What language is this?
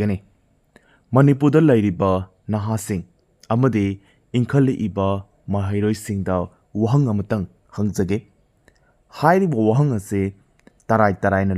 Manipuri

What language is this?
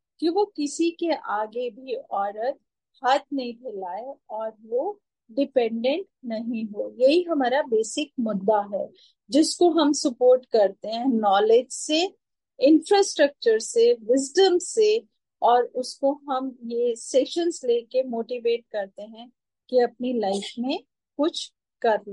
Hindi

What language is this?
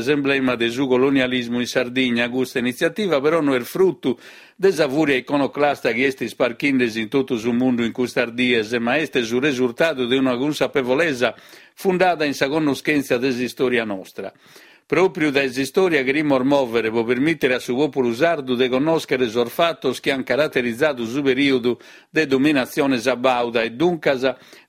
Sardinian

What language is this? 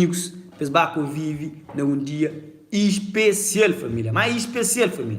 Kabuverdianu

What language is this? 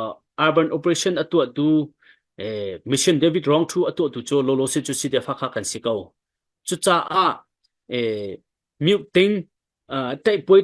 Hakha Chin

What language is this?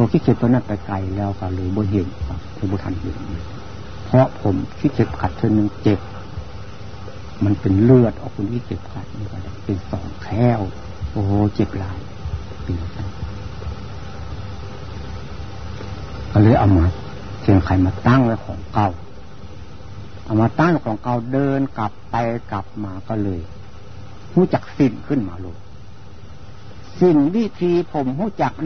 Thai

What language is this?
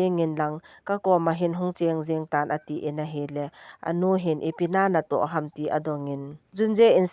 Thado Chin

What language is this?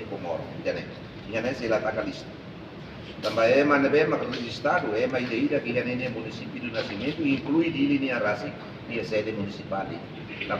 Tetum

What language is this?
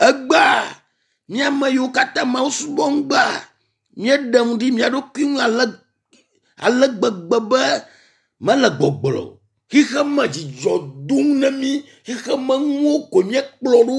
Ewe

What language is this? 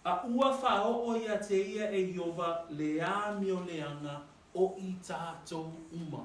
Samoan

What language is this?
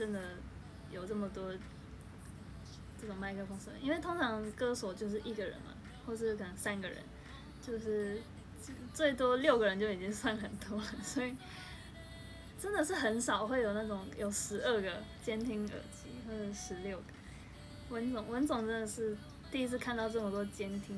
Chinese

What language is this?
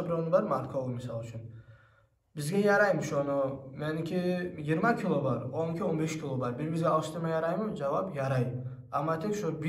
Kumyk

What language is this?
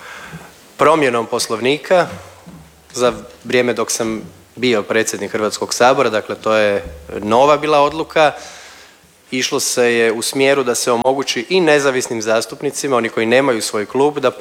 Croatian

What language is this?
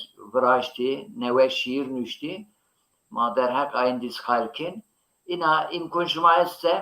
Zaza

